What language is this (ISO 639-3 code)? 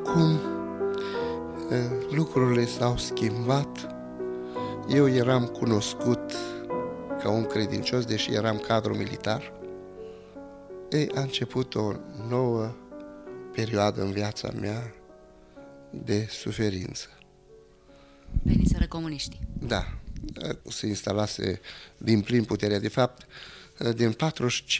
ron